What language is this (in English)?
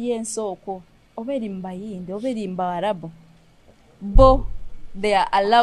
Nyoro